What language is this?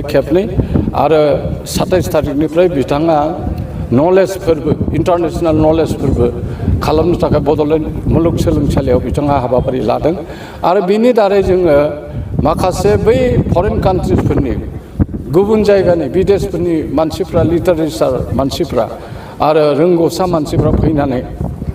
Bodo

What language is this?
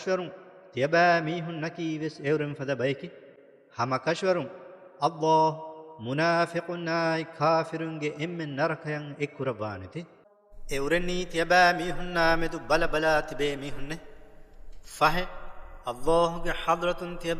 Divehi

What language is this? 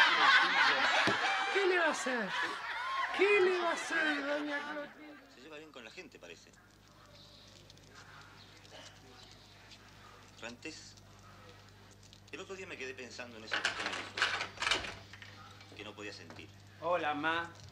Spanish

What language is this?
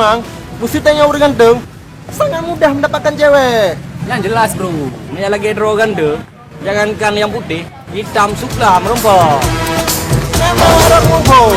Achinese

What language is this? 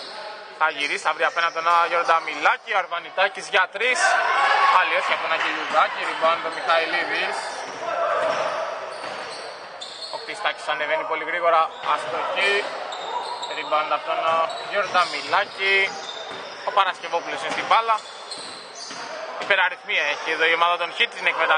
Greek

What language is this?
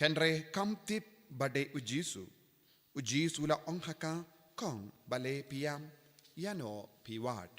Khasi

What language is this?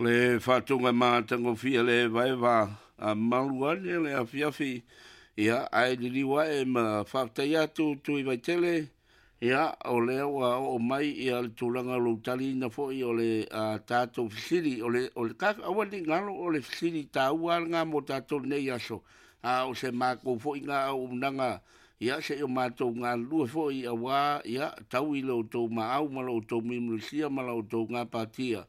Samoan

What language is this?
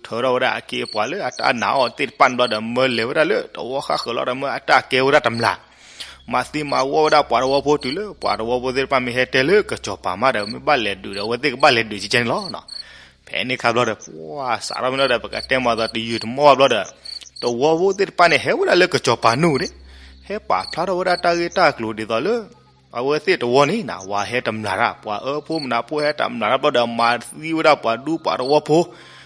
S'gaw Karen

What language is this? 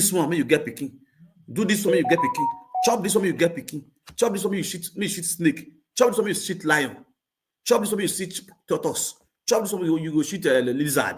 Nigerian Pidgin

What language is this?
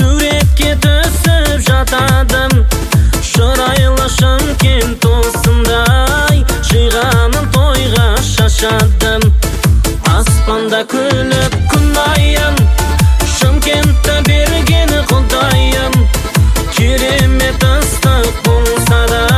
Kazakh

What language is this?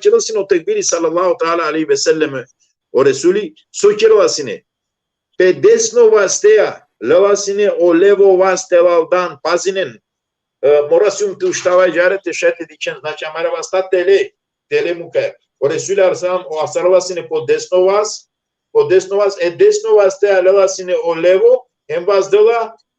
Balkan Romani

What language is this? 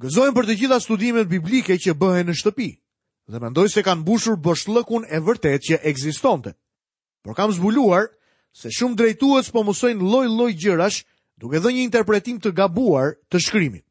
Albanian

